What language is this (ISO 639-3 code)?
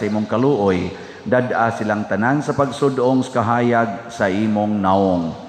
ceb